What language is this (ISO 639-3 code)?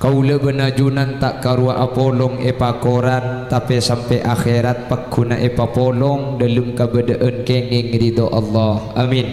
mad